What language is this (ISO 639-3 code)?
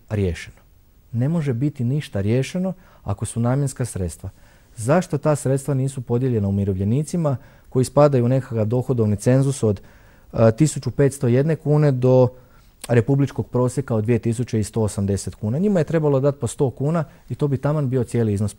hrv